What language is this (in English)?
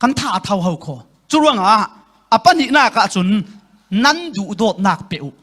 Falam Chin